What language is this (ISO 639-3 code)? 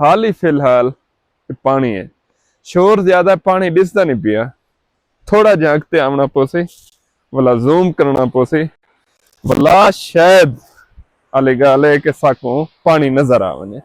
skr